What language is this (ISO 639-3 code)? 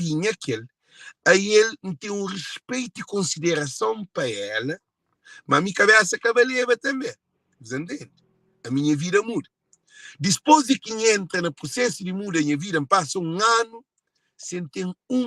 kea